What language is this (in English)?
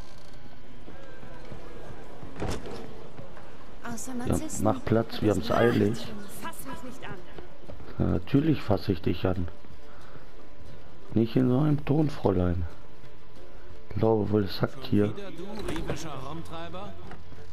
German